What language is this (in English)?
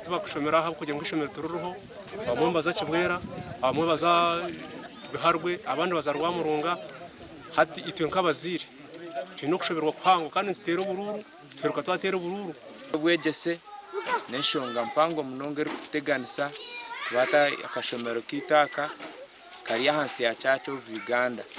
Nyankole